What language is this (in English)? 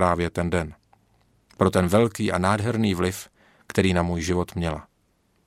Czech